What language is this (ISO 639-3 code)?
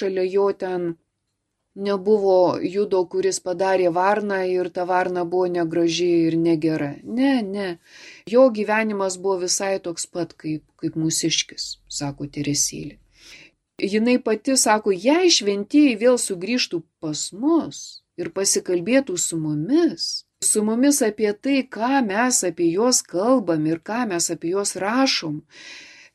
lit